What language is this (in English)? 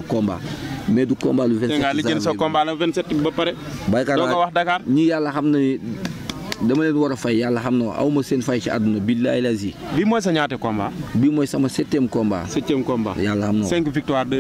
Wolof